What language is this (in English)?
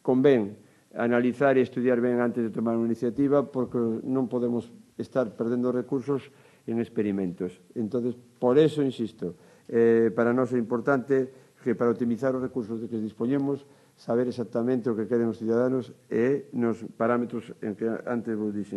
Galician